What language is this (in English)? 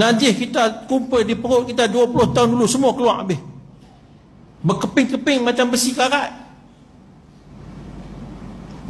Malay